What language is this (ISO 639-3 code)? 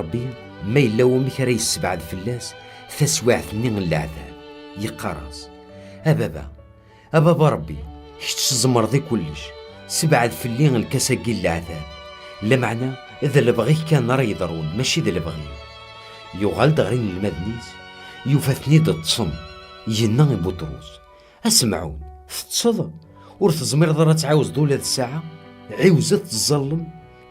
kab